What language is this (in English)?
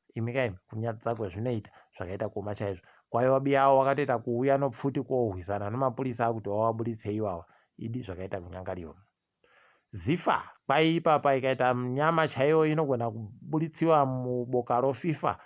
Ndau